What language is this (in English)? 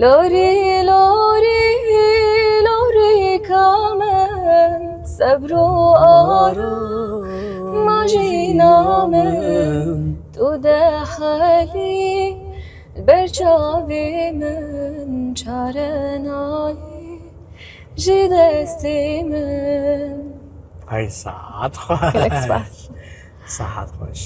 Kurdish